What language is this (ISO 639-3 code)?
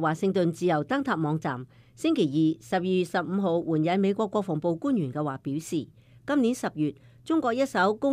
yue